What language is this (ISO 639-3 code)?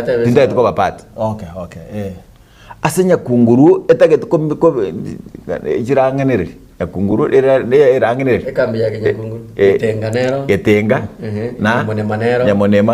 guz